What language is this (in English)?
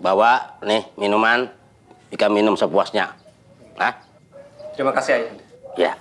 Banjar